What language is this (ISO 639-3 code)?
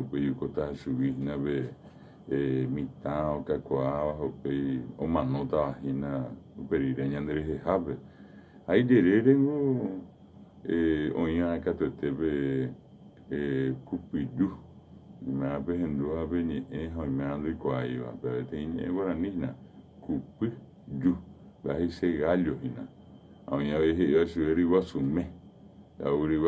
grn